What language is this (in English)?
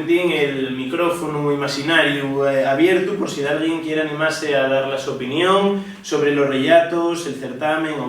Asturian